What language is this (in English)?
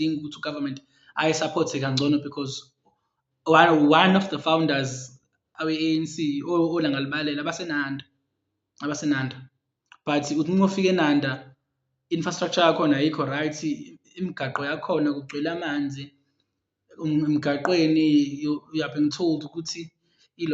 Zulu